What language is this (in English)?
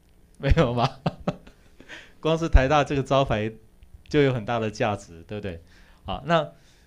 Chinese